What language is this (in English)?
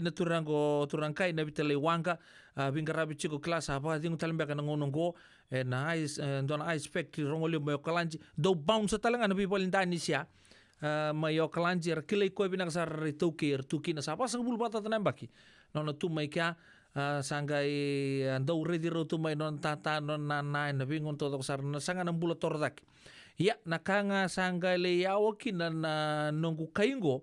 Fijian